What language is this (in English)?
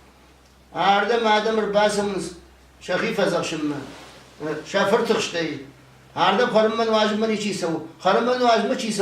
Ossetic